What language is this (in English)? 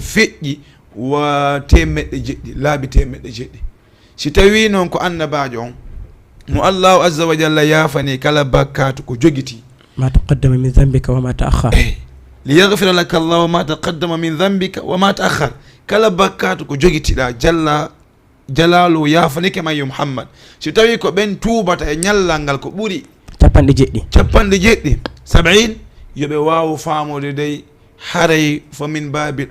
Fula